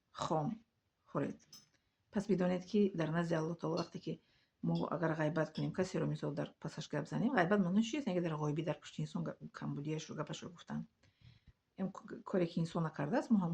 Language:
Tajik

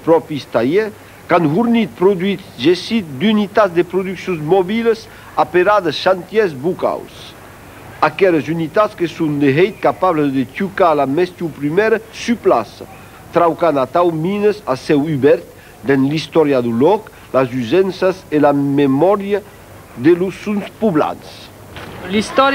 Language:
Occitan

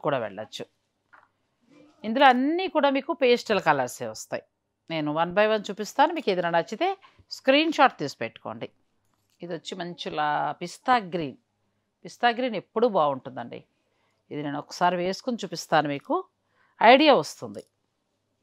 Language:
Telugu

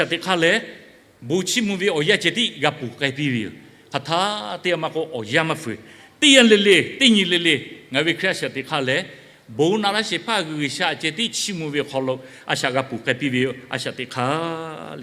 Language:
Lahu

